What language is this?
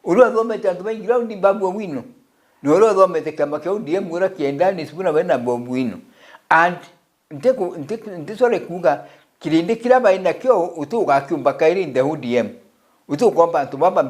Meru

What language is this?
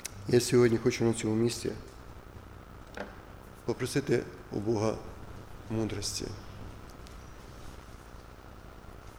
Ukrainian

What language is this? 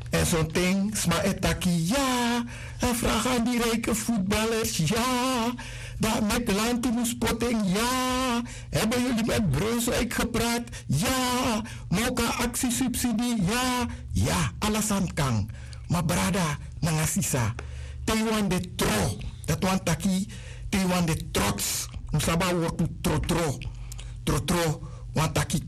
Sranan Tongo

